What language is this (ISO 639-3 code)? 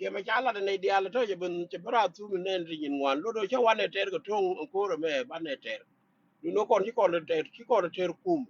nus